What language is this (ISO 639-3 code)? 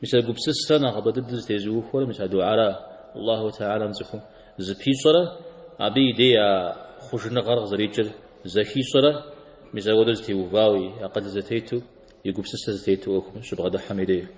kbd